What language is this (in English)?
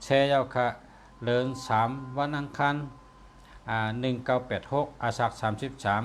Shan